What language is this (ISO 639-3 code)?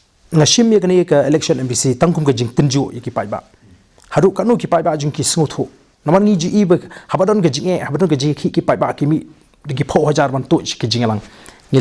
kha